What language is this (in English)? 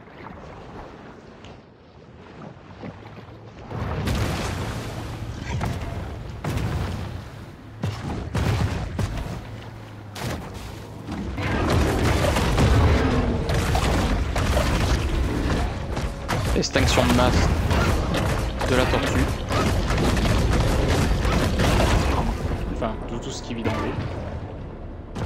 French